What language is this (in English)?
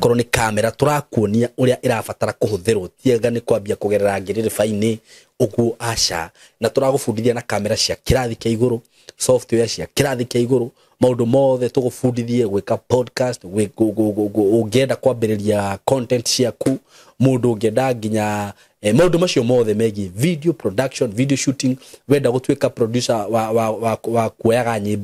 Kikuyu